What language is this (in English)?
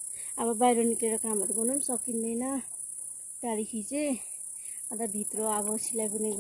Nepali